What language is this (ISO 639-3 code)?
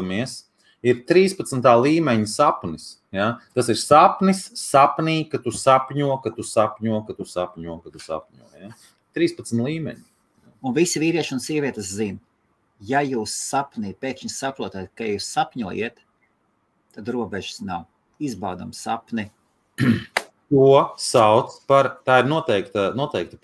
lav